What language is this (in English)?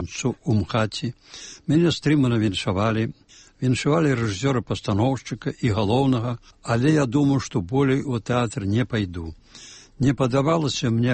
Belarusian